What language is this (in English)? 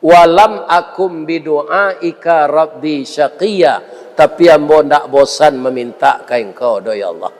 Minangkabau